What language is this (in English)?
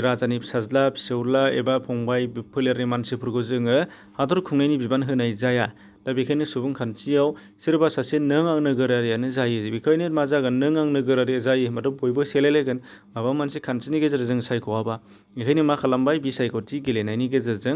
Bodo